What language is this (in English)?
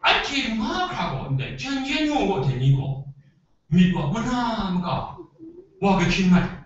Kachin